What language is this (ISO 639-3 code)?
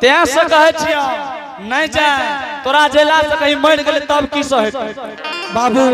anp